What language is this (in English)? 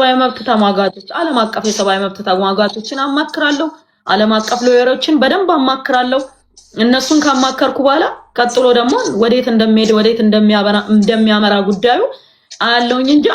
Amharic